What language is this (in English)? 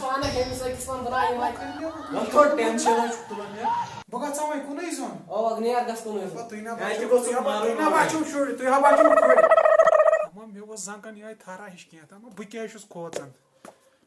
Kashmiri